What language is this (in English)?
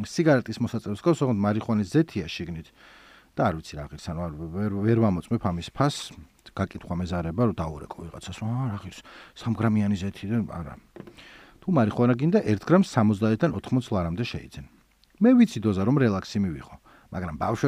Georgian